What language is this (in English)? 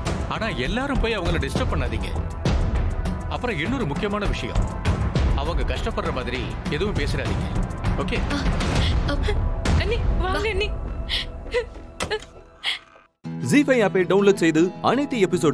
Tamil